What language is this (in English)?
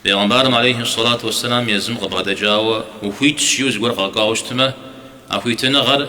Kabardian